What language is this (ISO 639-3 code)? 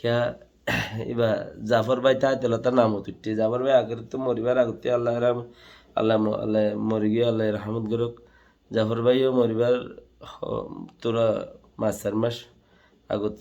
rhg